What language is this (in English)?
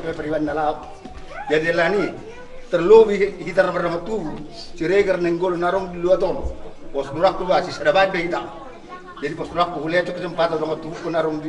Batak Toba